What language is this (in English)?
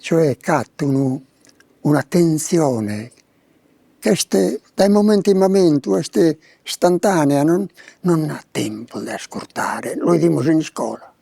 Sardinian